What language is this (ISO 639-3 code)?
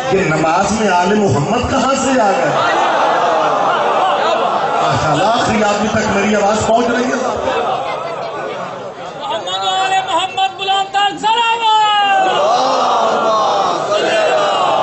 urd